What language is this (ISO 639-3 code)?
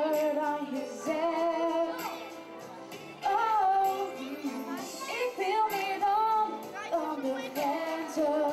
nld